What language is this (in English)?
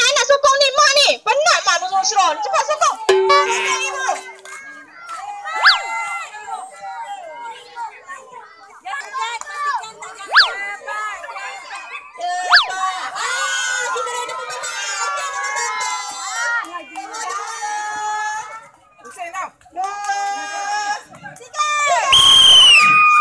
Malay